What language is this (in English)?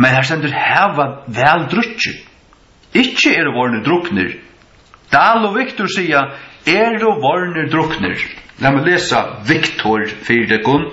Faroese